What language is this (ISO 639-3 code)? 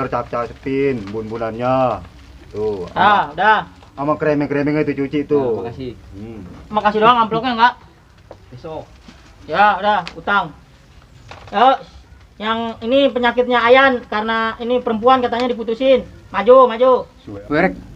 bew